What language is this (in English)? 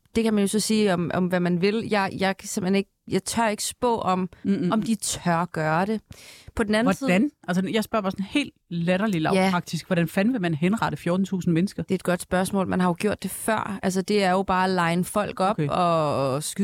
Danish